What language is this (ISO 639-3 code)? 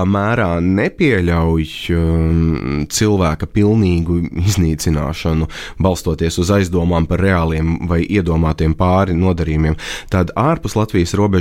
lav